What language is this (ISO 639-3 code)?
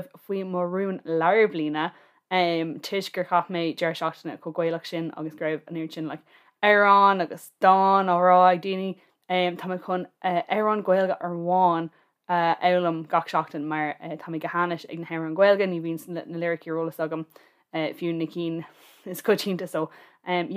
gle